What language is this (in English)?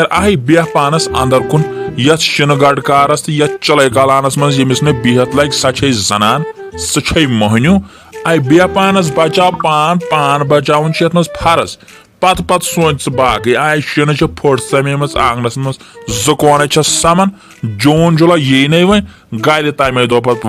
Kashmiri